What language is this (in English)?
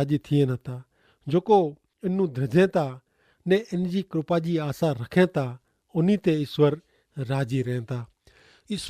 Kachhi